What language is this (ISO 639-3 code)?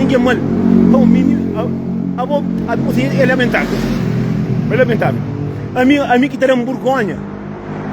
kea